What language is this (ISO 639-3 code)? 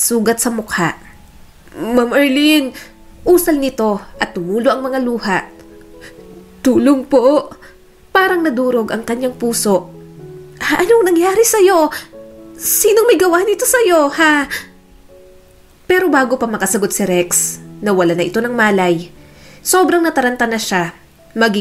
fil